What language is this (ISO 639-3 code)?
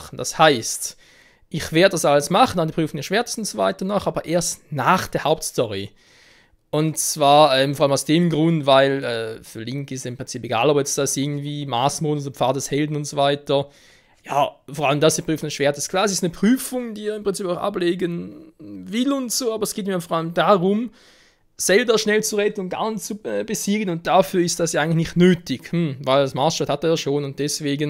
gsw